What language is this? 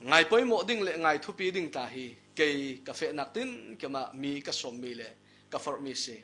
Falam Chin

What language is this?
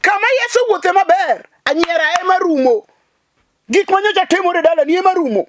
Luo (Kenya and Tanzania)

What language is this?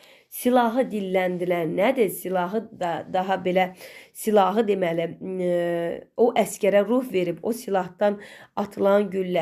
Azerbaijani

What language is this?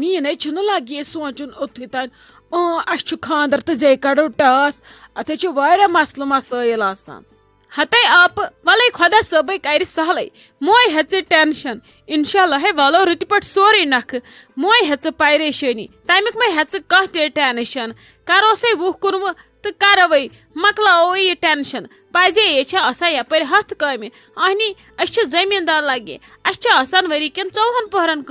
Kashmiri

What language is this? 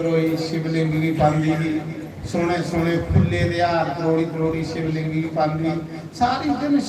Dogri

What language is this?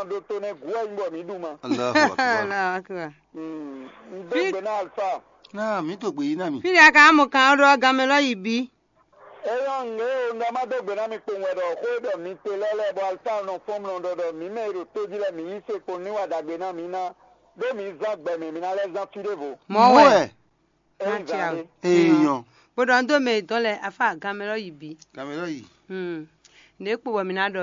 Fon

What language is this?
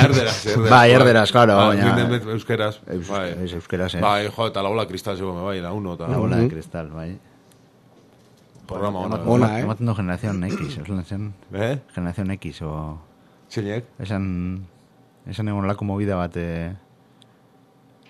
Basque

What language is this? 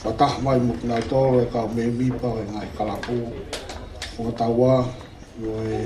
Tongan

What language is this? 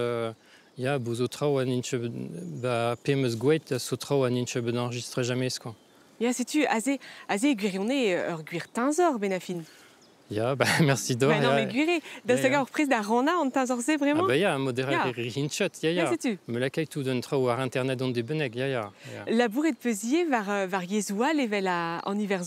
Breton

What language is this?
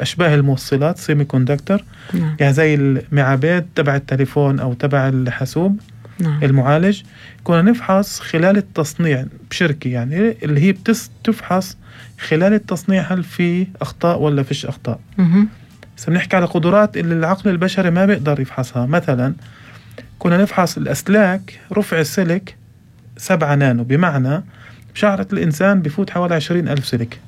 North Levantine Arabic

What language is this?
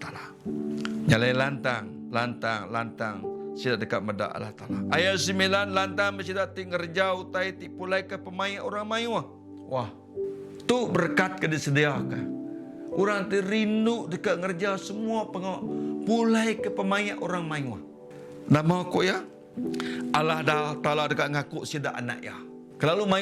Iban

